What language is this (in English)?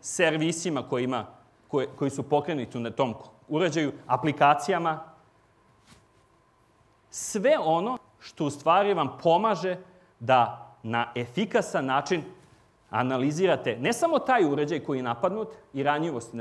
Serbian